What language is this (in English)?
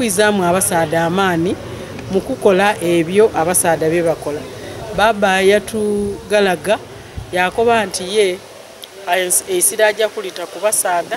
Soga